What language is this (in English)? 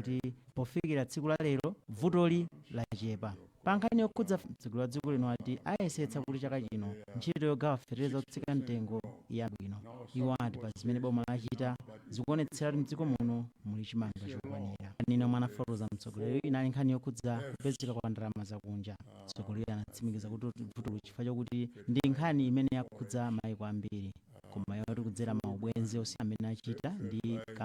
Nyanja